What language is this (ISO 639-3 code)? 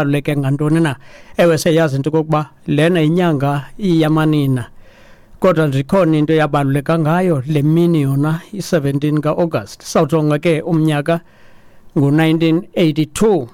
xho